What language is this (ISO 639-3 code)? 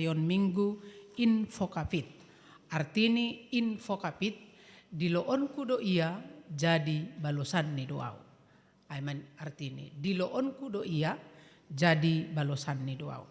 bts